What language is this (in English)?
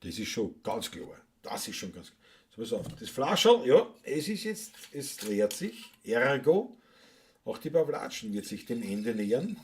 Bavarian